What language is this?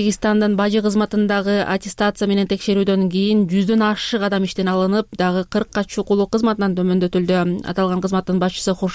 Kyrgyz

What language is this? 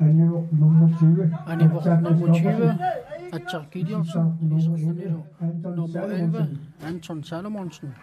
Kalaallisut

